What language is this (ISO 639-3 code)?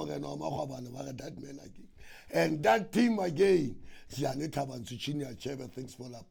sot